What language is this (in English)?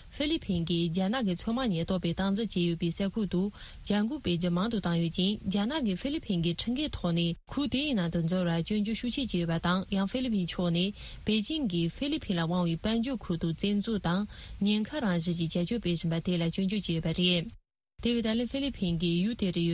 Tibetan